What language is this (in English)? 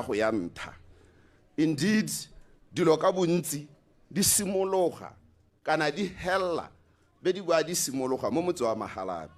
Tswana